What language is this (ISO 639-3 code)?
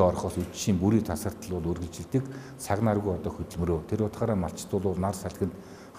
mon